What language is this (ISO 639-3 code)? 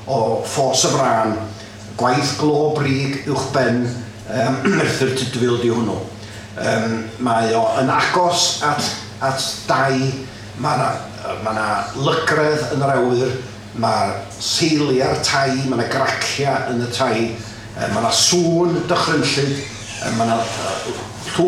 cym